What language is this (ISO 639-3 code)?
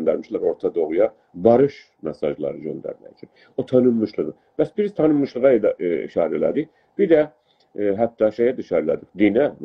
azb